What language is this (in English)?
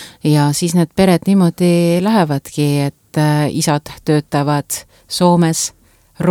Estonian